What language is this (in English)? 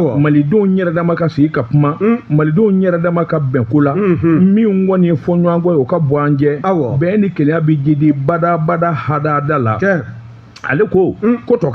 Bambara